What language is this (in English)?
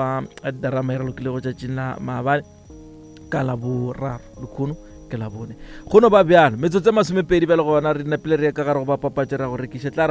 Northern Sotho